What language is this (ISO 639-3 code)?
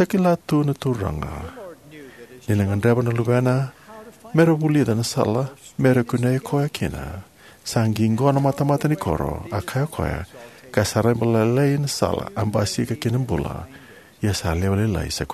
fij